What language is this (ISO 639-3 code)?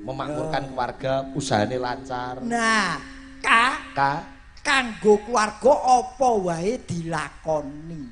jav